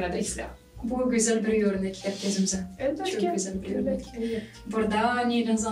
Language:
Gagauz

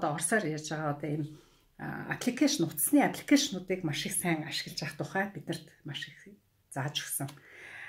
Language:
Mongolian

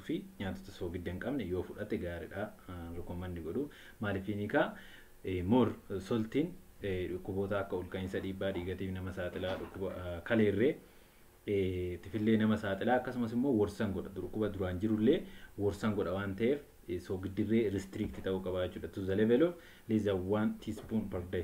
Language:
Oromo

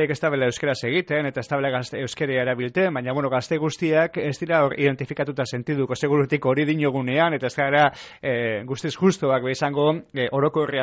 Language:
Basque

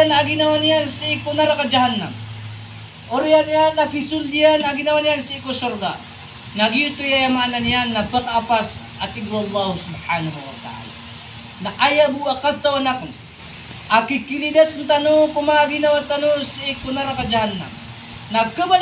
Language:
Maranao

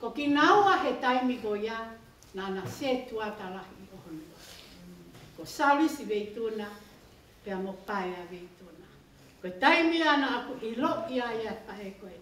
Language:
Tongan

